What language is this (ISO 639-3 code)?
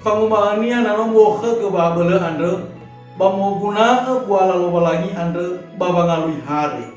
nia